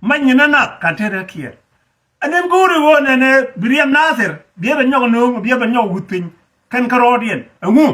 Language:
Nuer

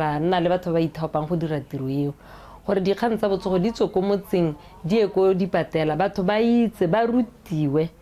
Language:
Tswana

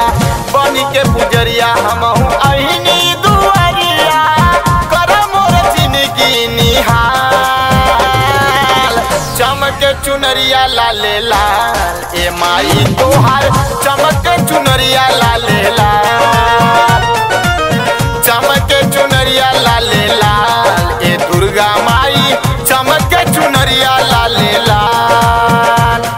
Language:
Bhojpuri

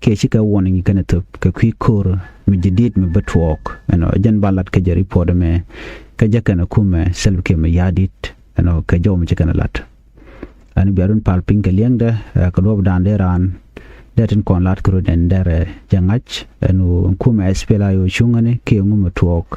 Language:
Nuer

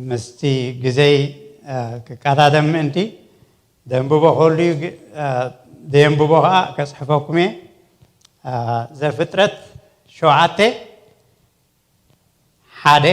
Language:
Tigrinya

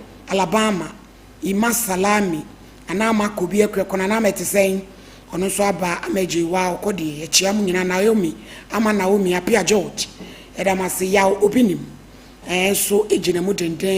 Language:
Akan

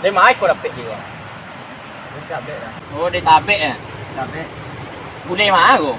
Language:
Minangkabau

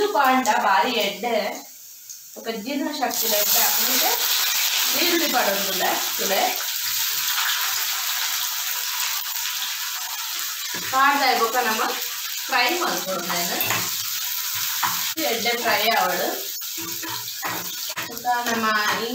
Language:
Tulu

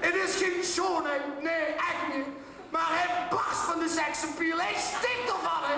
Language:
Limburgish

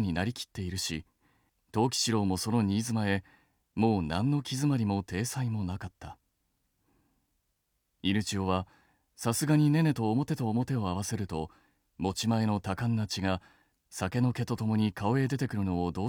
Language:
Japanese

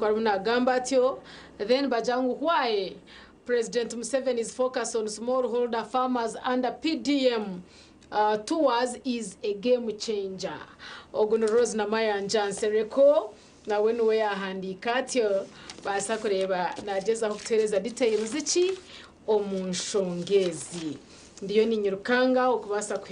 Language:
Nyankole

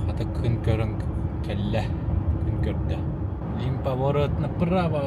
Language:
Yakut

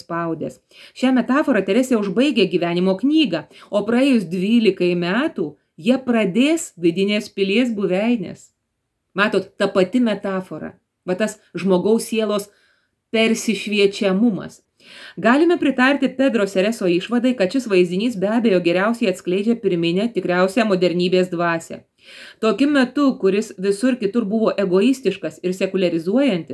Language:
Lithuanian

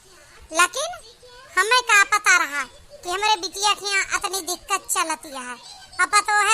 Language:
Awadhi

